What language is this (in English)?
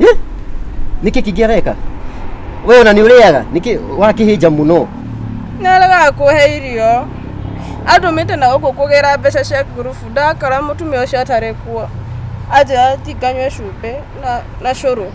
Kikuyu